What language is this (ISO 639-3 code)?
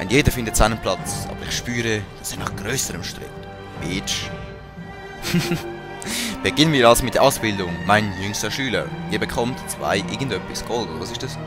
gsw